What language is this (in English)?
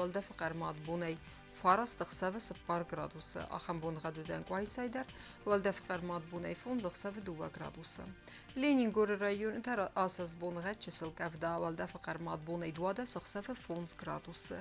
Ossetic